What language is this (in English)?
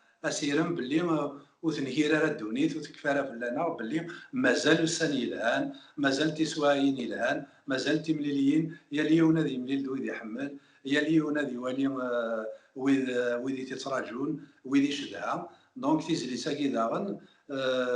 Kabyle